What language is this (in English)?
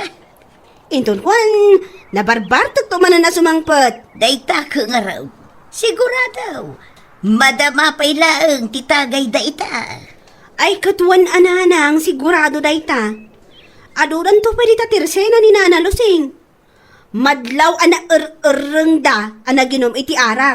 Iloko